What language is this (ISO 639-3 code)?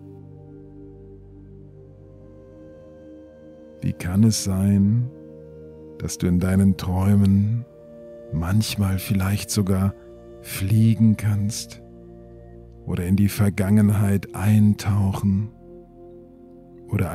deu